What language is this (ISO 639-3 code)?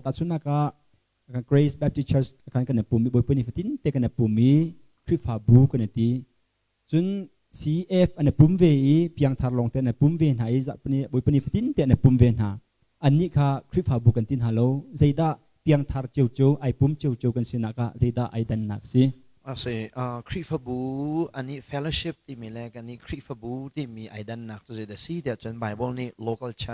cnh